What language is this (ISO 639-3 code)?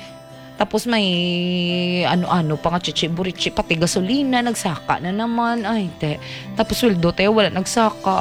fil